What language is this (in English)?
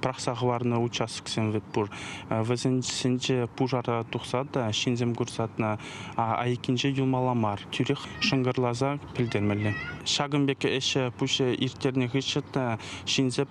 Chuvash